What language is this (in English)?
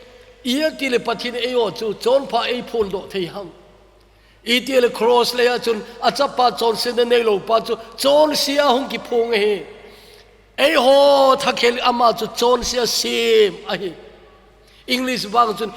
Thado Chin